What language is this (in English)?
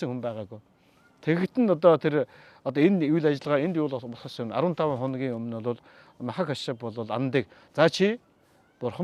Mongolian